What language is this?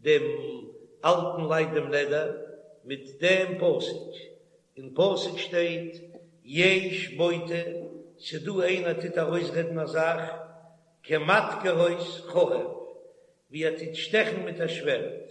Yiddish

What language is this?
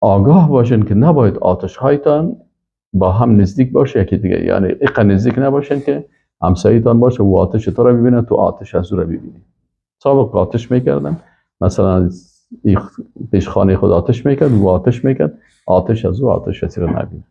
Persian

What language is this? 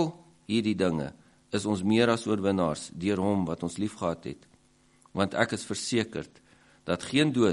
Afrikaans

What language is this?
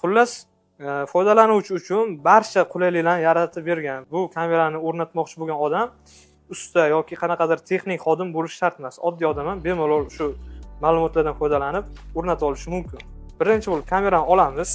Uzbek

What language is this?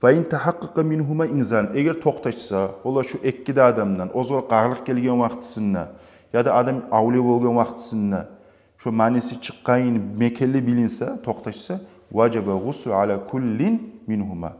Kumyk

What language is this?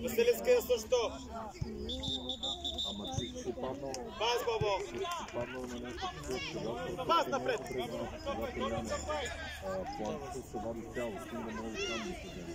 Bulgarian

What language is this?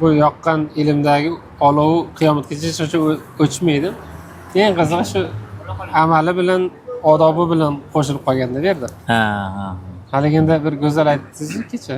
Uzbek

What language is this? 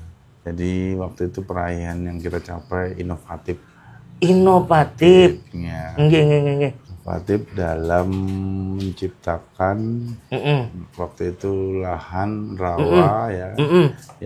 Banjar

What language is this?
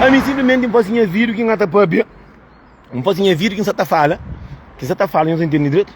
Kabuverdianu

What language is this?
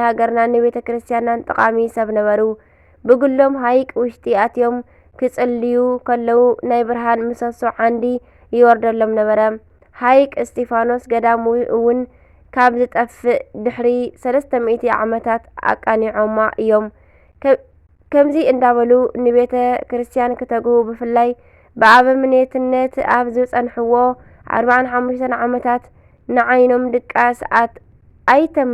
Tigrinya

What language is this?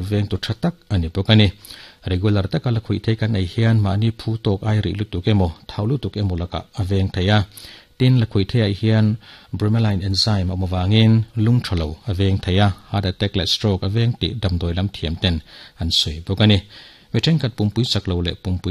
Mizo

